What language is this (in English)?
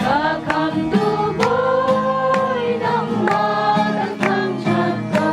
Hakha Chin